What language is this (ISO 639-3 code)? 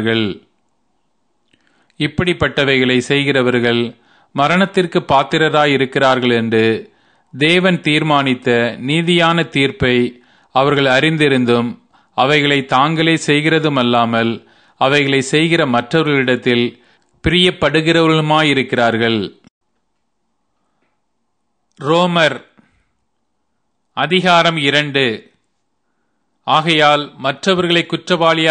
tam